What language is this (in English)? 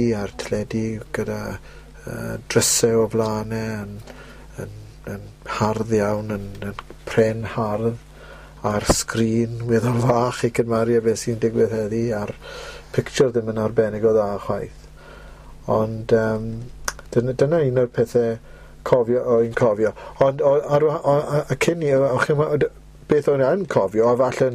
Welsh